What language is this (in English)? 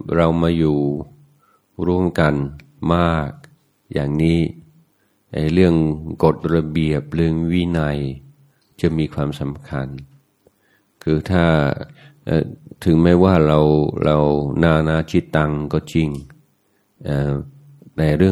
Thai